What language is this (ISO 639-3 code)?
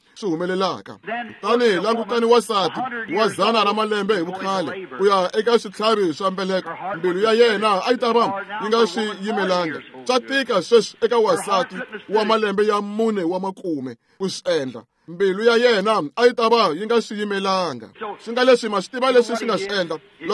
tso